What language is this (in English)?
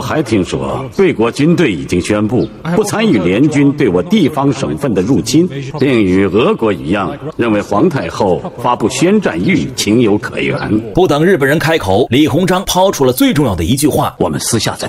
Chinese